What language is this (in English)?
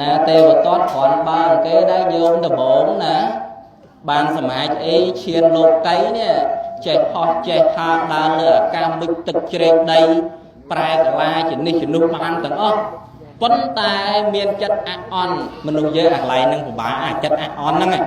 Khmer